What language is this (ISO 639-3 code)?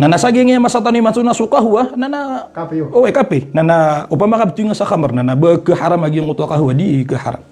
mrw